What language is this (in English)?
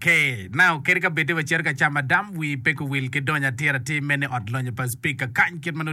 Acoli